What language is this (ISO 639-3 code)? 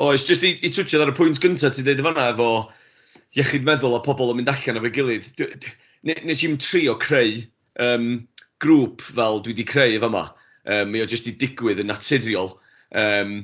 cym